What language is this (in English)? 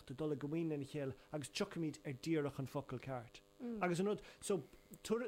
Irish